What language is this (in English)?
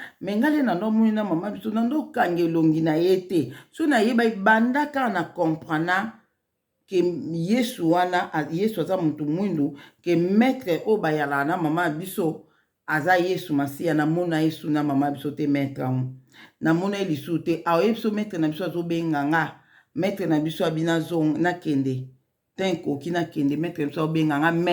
Lingala